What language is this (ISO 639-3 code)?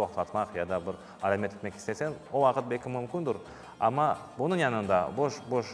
crh